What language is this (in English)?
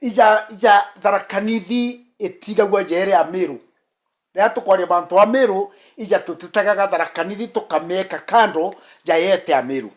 Meru